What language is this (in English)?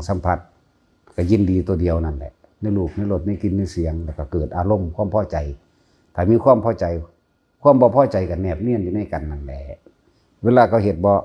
Northeastern Thai